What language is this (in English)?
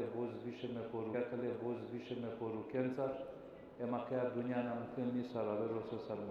Balkan Romani